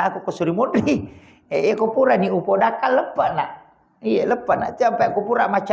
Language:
Buginese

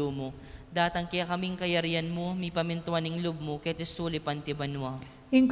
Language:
Pampanga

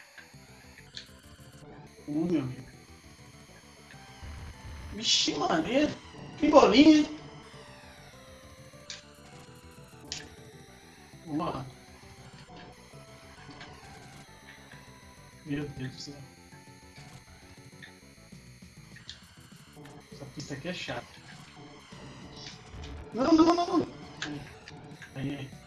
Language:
Portuguese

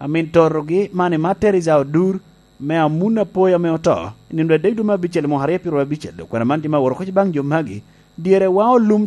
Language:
Lango (Uganda)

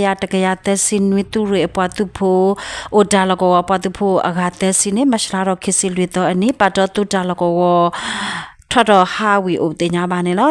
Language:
S'gaw Karen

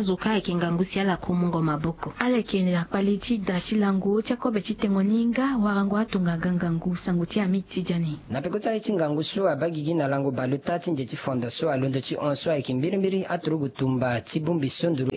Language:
Sango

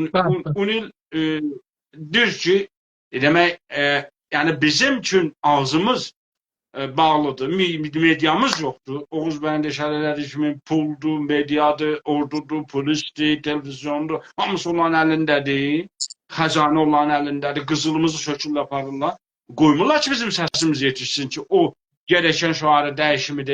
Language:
South Azerbaijani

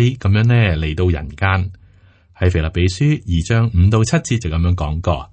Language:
Cantonese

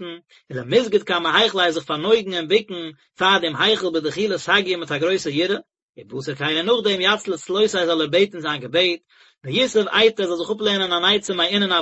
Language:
Yiddish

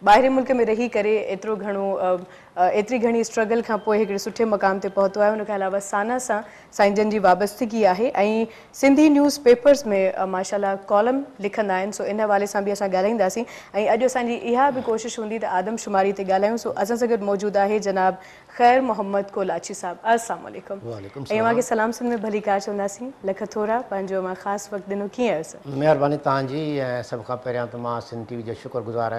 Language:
Sindhi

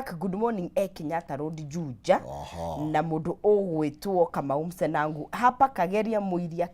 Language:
Kikuyu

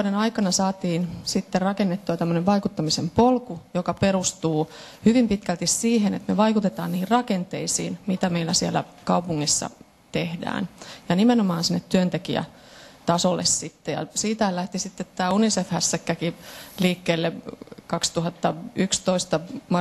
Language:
Finnish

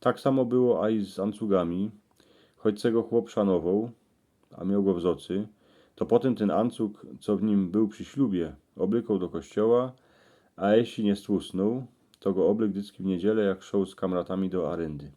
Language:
Silesian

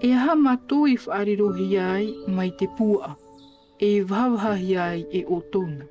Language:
Tahitian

